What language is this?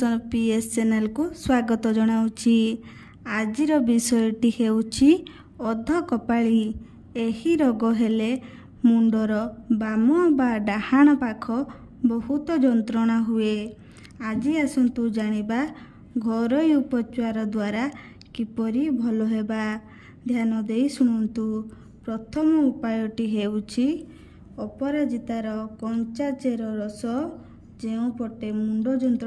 Odia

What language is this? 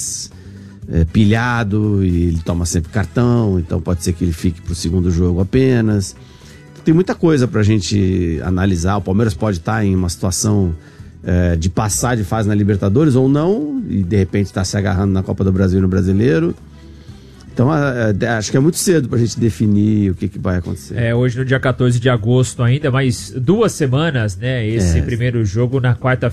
Portuguese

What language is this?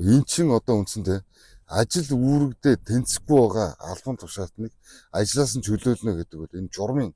Mongolian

